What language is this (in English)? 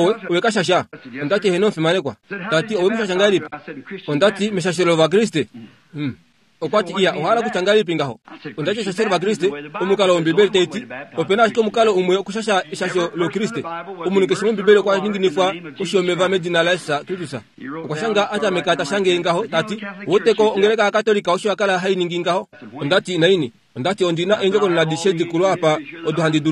Kuanyama